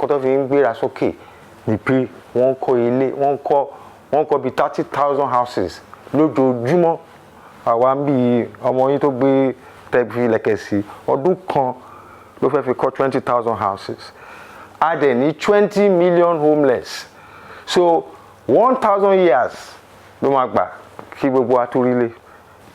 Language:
Yoruba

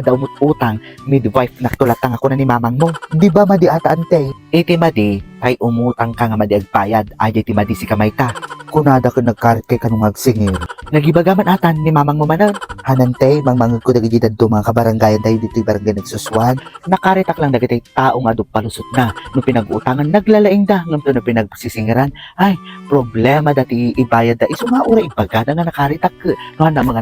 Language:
Iloko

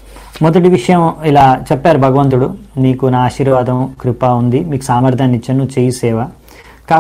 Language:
Telugu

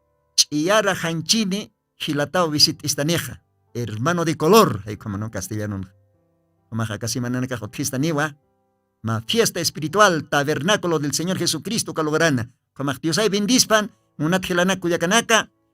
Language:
Aymara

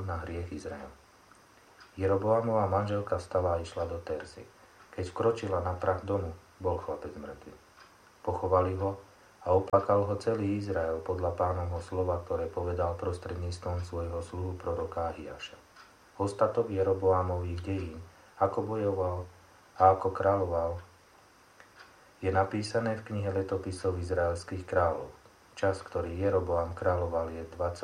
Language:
Slovak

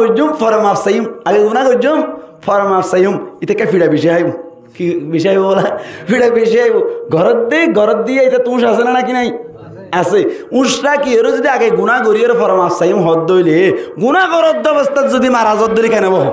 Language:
Rohingya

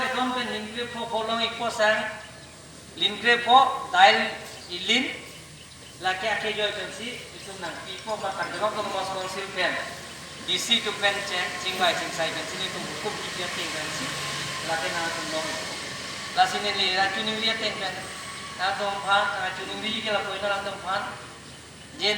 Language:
Karbi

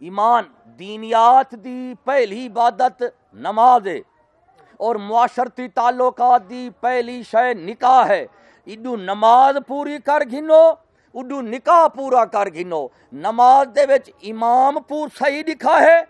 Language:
Saraiki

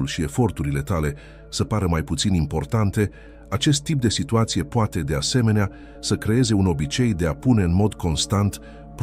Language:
Romanian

